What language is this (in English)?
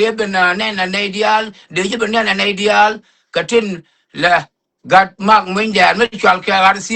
Nuer